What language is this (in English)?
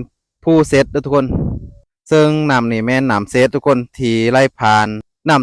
Lao